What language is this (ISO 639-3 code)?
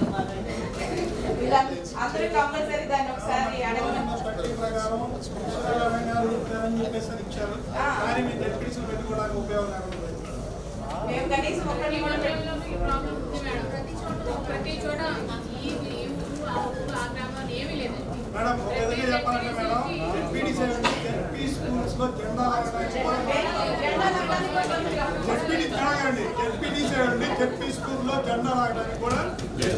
tel